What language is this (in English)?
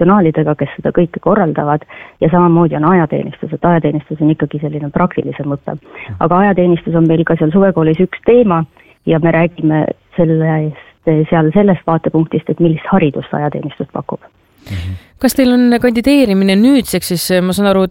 Estonian